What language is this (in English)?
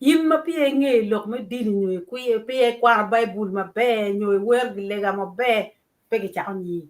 Acoli